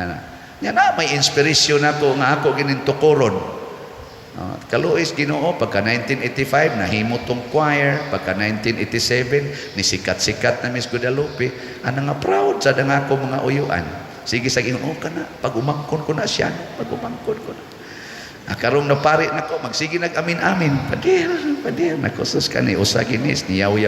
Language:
Cebuano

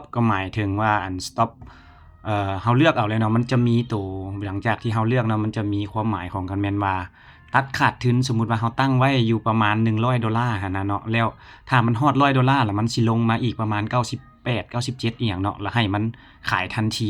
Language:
Lao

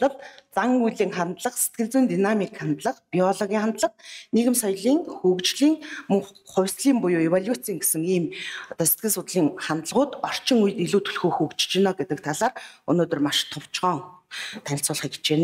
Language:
Mongolian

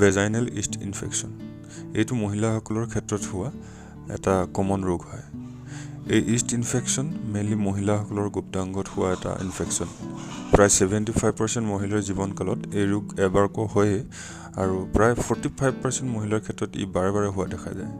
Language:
Assamese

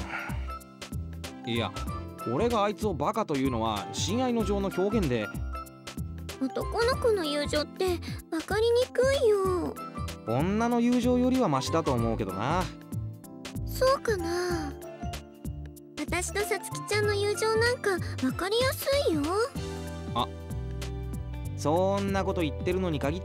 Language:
Japanese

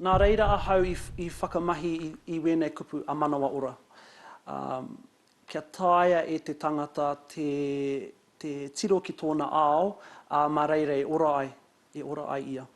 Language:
Māori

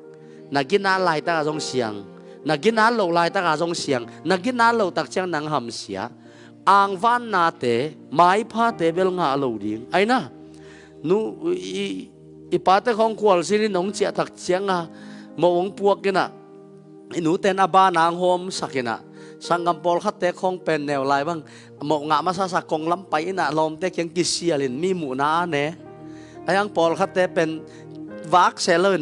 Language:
Tedim Chin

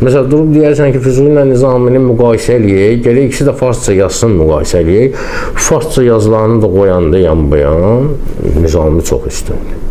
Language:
Azerbaijani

